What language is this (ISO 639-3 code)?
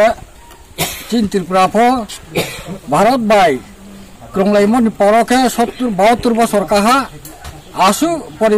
ria